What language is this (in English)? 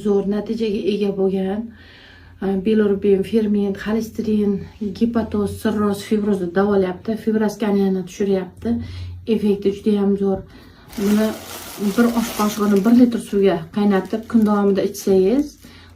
Uzbek